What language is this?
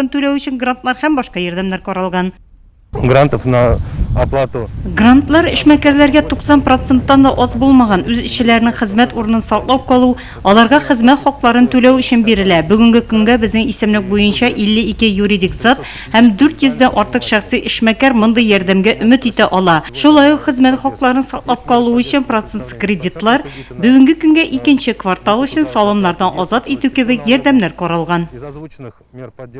Tatar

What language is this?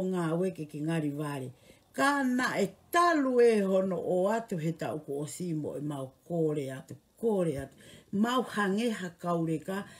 Tongan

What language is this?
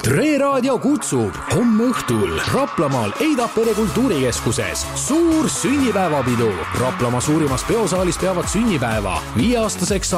Estonian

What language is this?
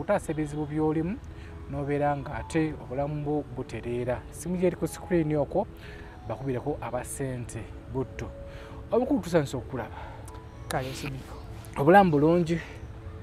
Ganda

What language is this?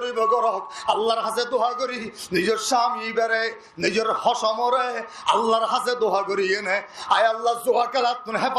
Rohingya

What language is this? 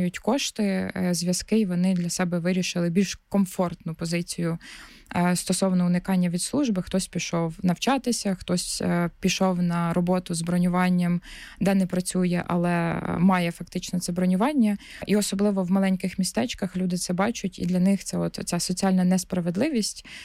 Ukrainian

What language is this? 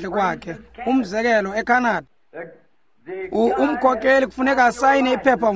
Xhosa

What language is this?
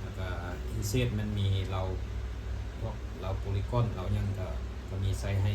Lao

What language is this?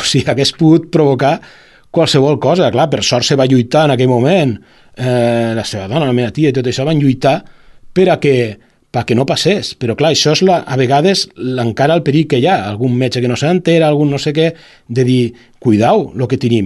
Catalan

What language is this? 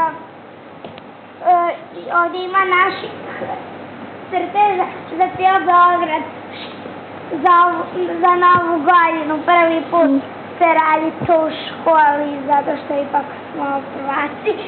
Serbian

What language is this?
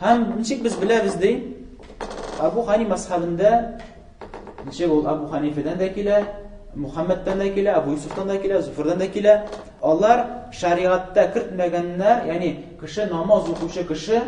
Tatar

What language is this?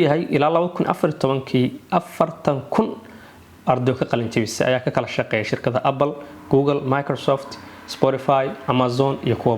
Somali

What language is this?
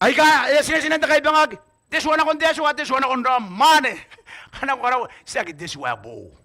Gilbertese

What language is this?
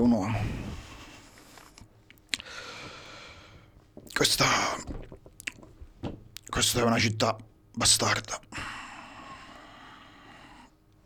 Italian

